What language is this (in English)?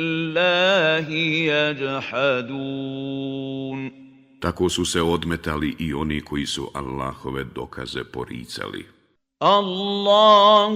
Bosnian